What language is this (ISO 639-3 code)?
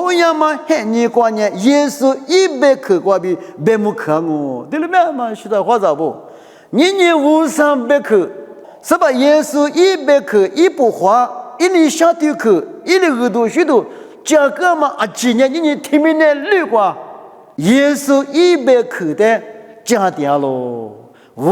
lis